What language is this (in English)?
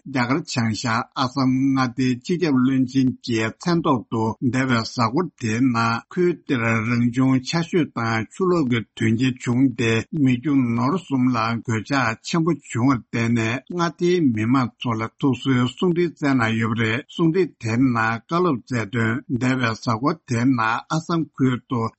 Tibetan